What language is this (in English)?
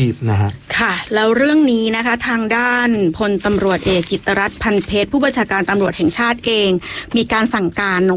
Thai